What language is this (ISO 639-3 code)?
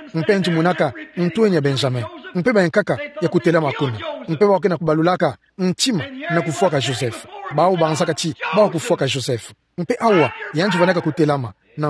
ktu